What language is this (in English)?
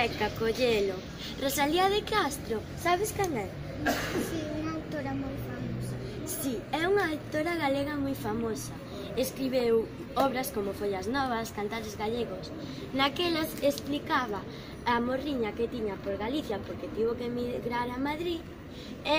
Galician